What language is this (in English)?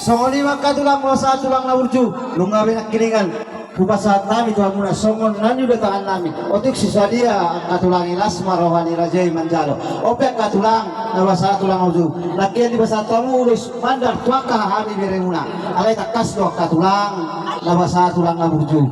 Batak Toba